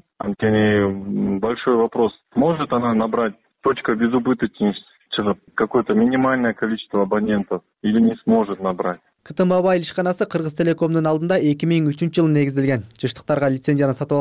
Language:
Kyrgyz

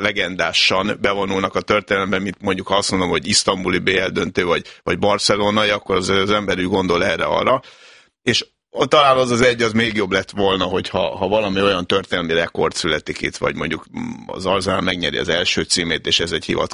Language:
Hungarian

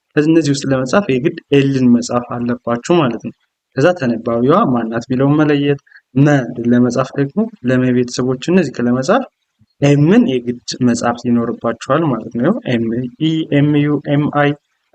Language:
Amharic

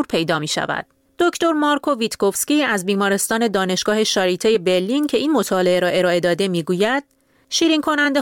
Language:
Persian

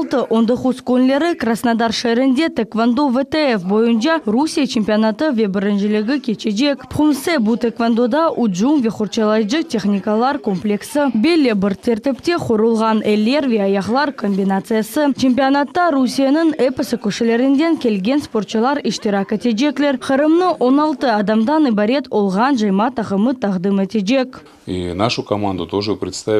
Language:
Crimean Tatar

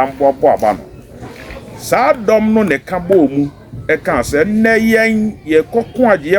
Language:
Akan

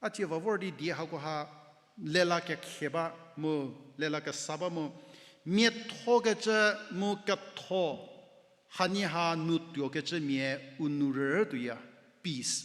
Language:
Angami Naga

